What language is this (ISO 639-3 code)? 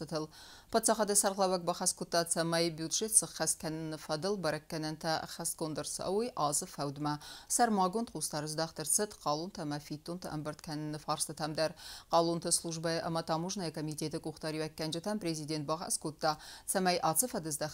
oss